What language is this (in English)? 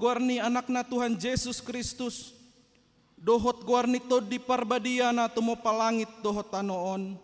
Batak Toba